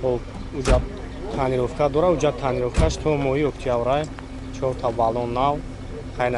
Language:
Tajik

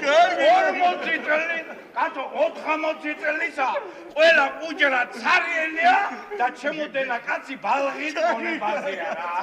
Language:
Georgian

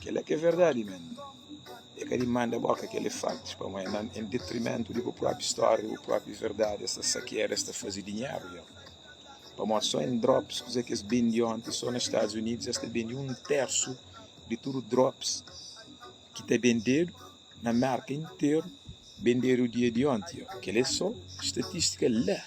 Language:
Kabuverdianu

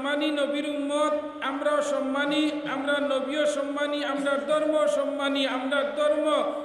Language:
Sylheti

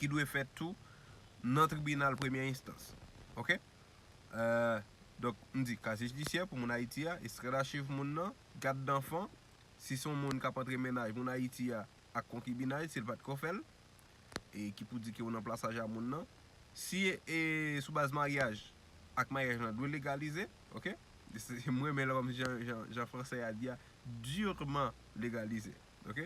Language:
Haitian Creole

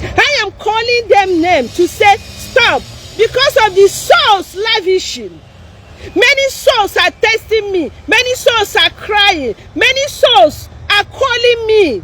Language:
Igbo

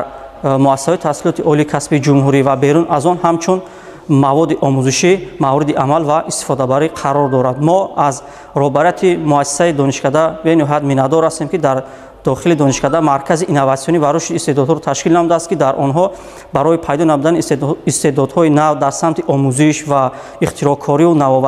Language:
Tajik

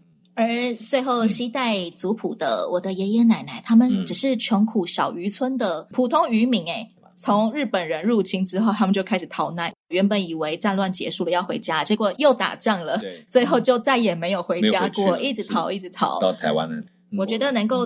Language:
Chinese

